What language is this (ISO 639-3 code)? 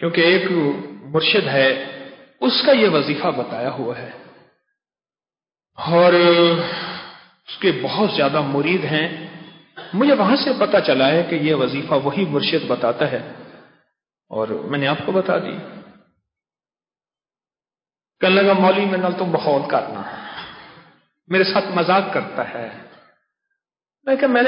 urd